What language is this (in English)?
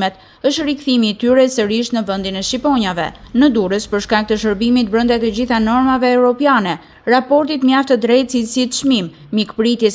Albanian